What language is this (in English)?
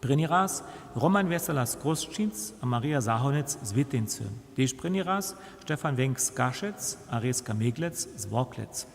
Upper Sorbian